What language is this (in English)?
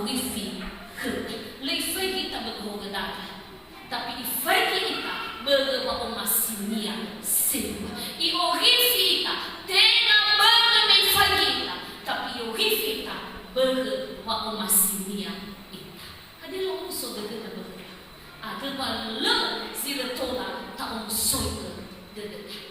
Nias